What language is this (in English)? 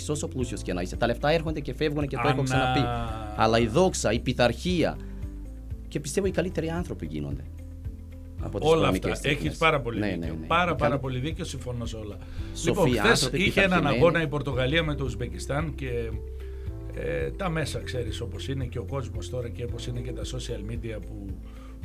Greek